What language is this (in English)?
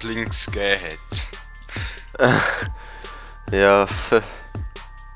Swiss German